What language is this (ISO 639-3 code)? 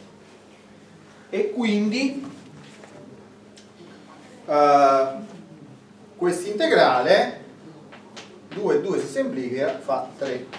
ita